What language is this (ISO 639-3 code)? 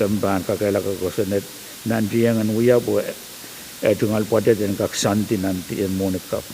pon